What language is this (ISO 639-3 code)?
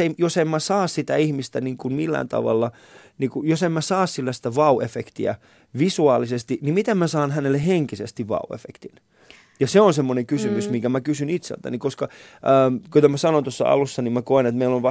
fin